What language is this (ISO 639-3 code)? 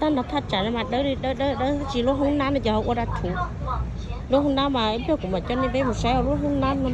hmn